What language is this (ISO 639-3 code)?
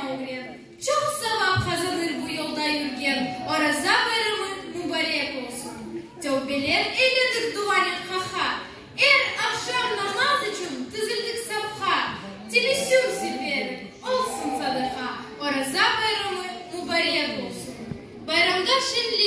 crh